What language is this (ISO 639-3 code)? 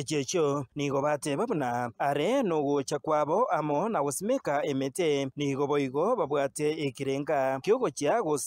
guz